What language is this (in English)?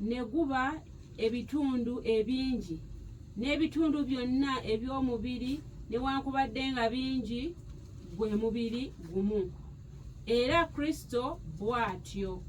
Ganda